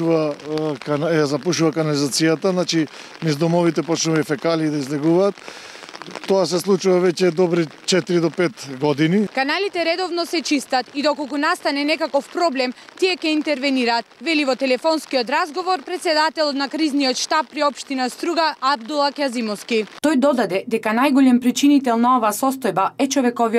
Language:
Macedonian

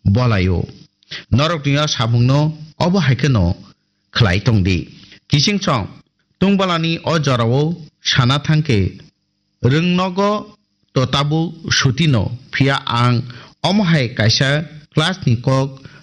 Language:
Kok Borok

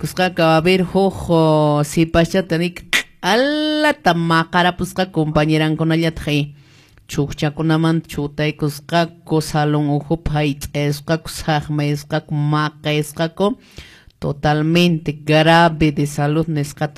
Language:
Quechua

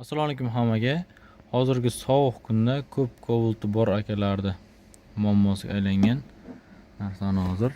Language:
Uzbek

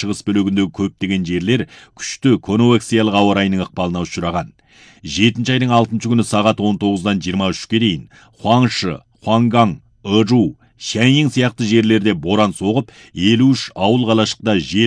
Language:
Kazakh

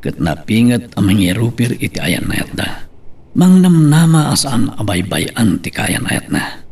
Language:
Iloko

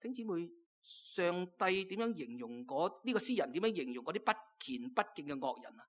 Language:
Cantonese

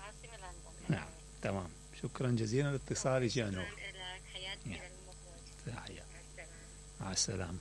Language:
Mesopotamian Arabic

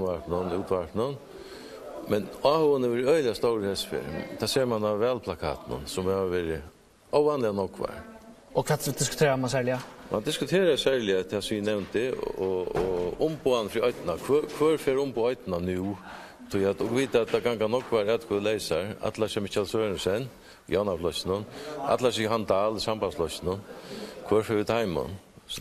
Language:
Faroese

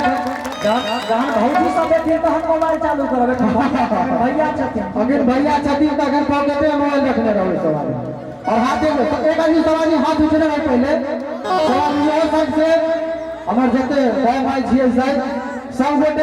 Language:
Maithili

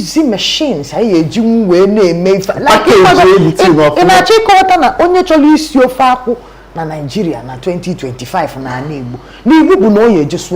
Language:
Igbo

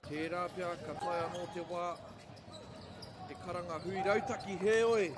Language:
Māori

